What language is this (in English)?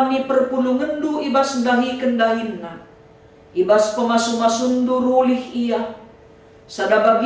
Batak Karo